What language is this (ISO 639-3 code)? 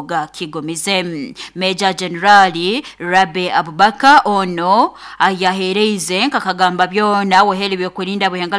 nyo